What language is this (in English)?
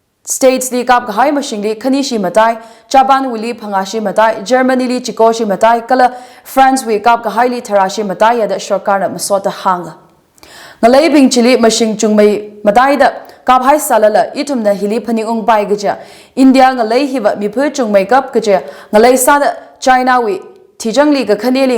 Tangkhul Naga (India)